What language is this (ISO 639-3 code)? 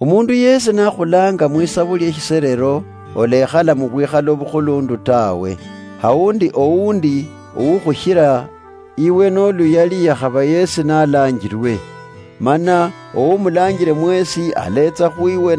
luy